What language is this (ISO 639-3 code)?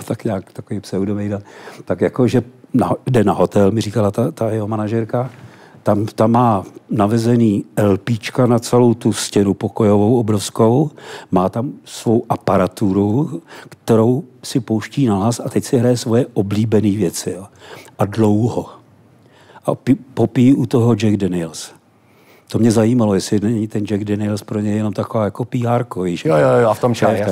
ces